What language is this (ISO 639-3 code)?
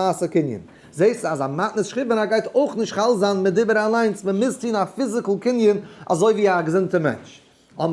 yid